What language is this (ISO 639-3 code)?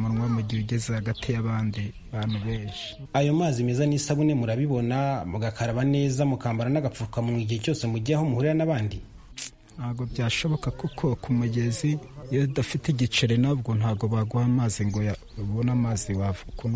kin